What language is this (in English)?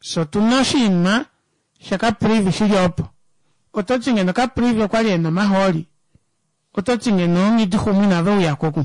Kuanyama